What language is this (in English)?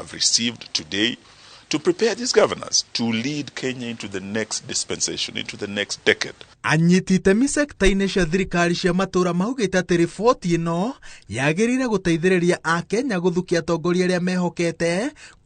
Kikuyu